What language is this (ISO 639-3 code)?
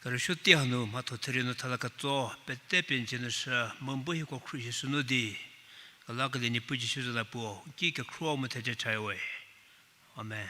njm